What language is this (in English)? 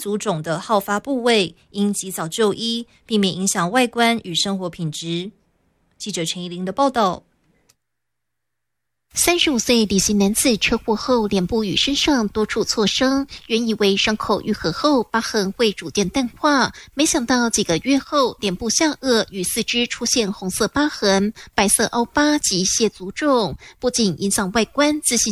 Chinese